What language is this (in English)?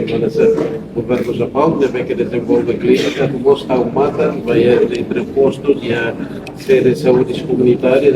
Tetum